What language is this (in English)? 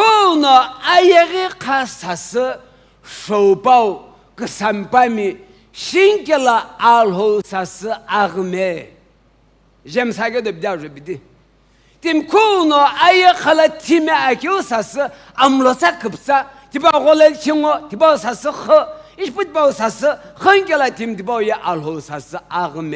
Sumi Naga